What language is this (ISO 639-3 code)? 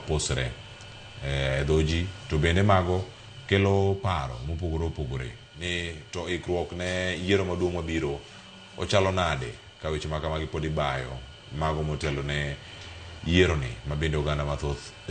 luo